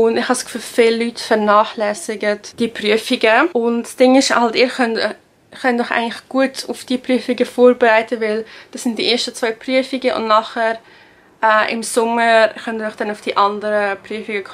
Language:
Swiss German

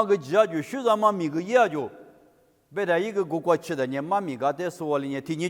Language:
Lisu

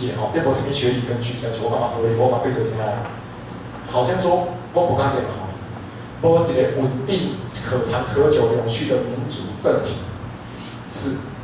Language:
Min Nan Chinese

